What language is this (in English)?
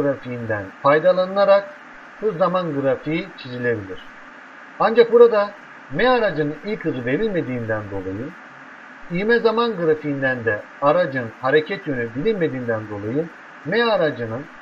Turkish